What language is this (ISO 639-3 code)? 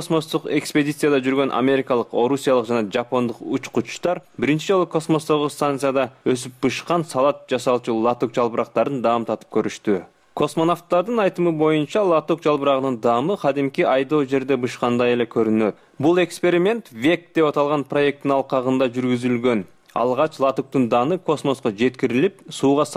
kir